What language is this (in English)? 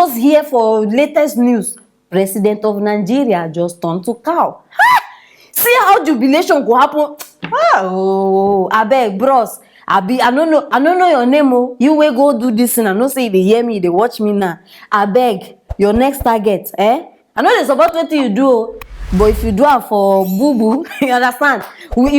Nigerian Pidgin